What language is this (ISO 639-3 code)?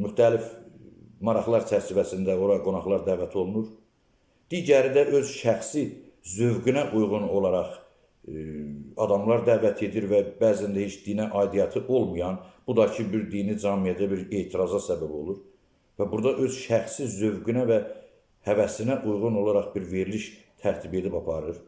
aze